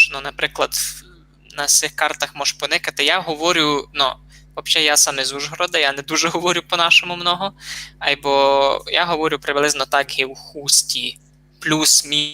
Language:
Rusyn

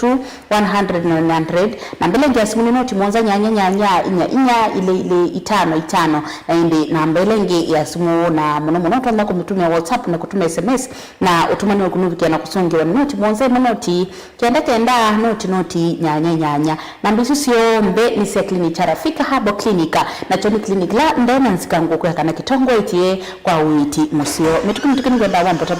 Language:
Kamba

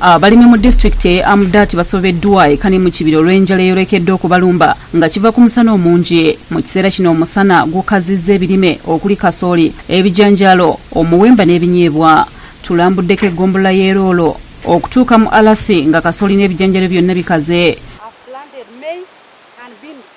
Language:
Ganda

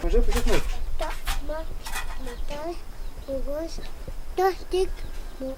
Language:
Totontepec Mixe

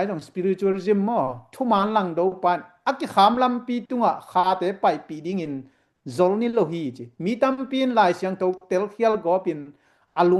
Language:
Tedim Chin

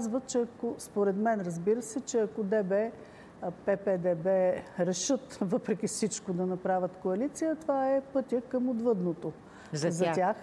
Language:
Bulgarian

